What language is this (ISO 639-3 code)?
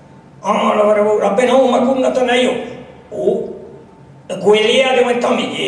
bre